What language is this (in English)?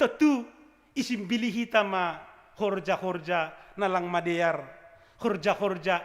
Batak Simalungun